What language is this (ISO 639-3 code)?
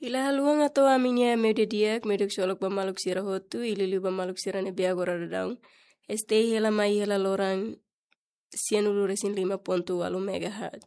tet